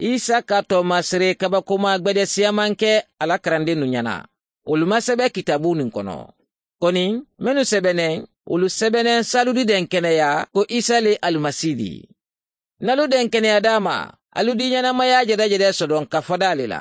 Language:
Mandingo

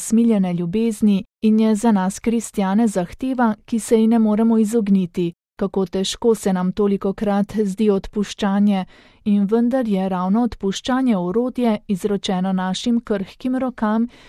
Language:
Slovenian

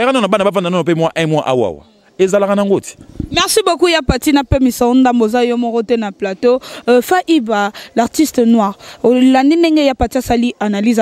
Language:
Lingala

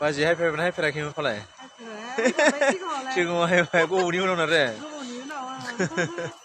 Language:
Bodo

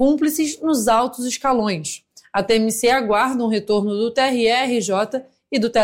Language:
Portuguese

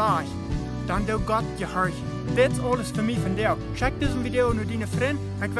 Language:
Plautdietsch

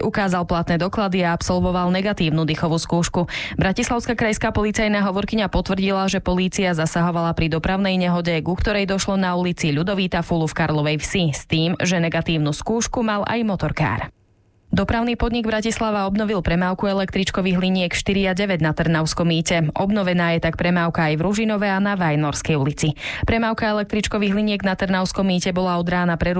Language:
Slovak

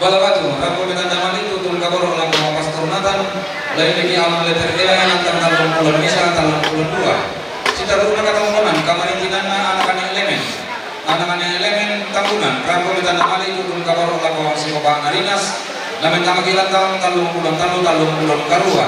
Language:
Toraja-Sa'dan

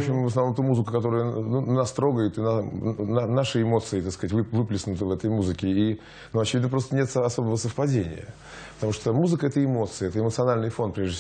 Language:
Russian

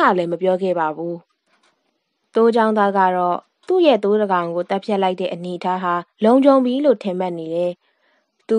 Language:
Burmese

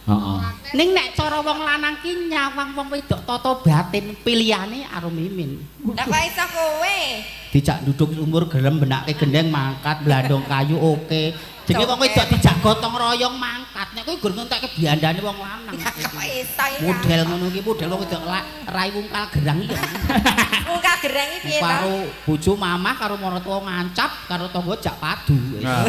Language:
Javanese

